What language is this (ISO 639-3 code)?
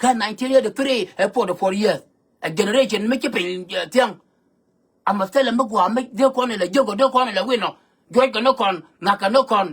nus